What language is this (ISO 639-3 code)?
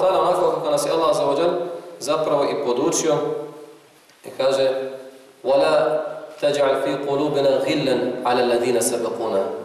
bos